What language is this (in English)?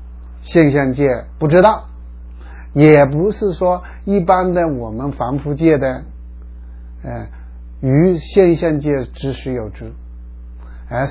Chinese